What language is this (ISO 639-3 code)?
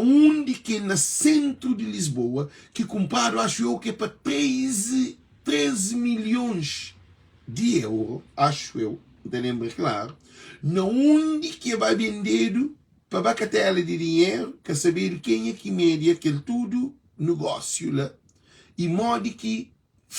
kea